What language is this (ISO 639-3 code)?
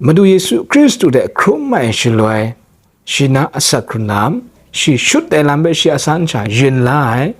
kac